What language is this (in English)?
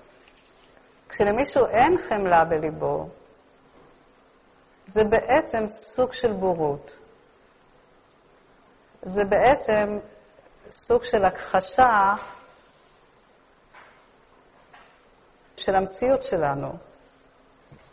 Hebrew